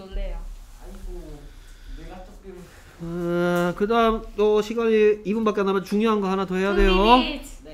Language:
Korean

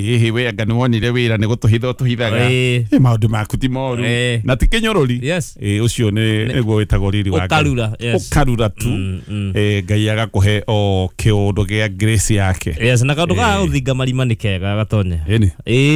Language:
Kikuyu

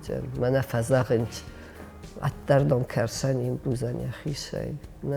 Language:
Ossetic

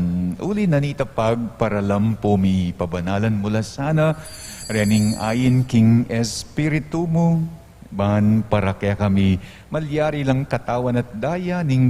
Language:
Pampanga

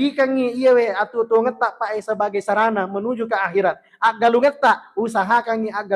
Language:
Buginese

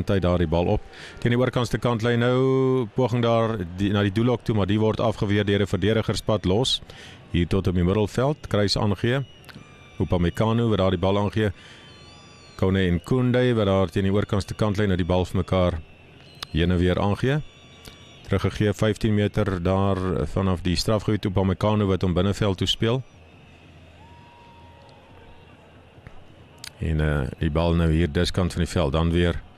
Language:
Afrikaans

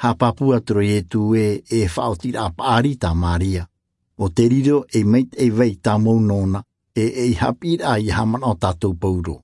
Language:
Tahitian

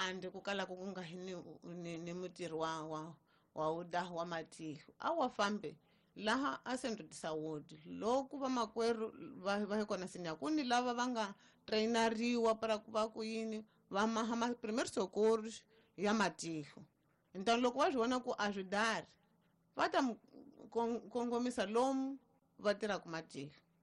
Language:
Tsonga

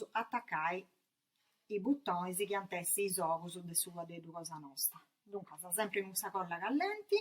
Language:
Sardinian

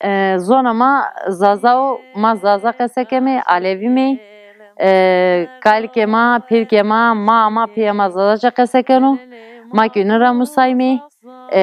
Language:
Zaza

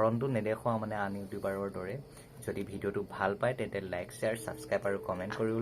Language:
Assamese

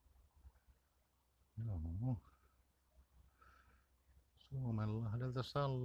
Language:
Finnish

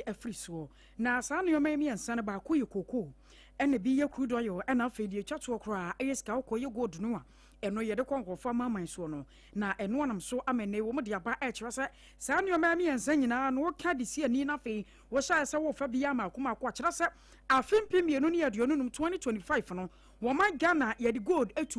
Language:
Akan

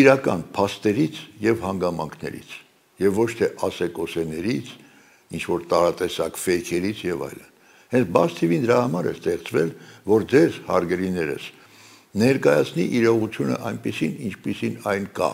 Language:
Armenian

